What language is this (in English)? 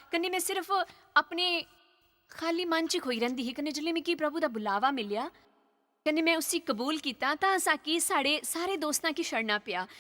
Dogri